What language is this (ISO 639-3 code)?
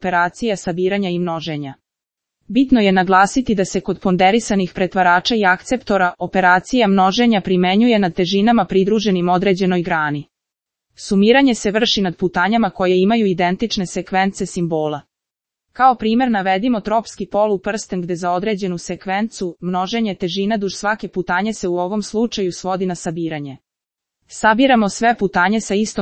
srp